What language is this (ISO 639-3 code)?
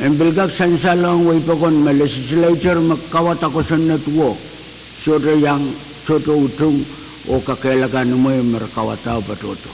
pon